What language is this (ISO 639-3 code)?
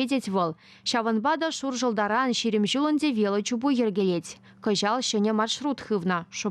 chv